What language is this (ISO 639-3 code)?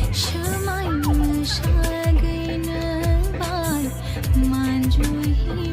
trp